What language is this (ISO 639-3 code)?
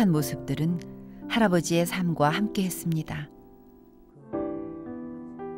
kor